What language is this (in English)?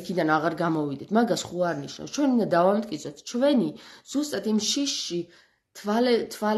Georgian